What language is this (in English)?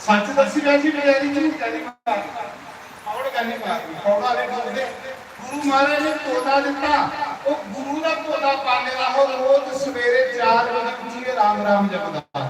Dogri